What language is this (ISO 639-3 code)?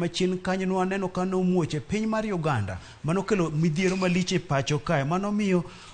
luo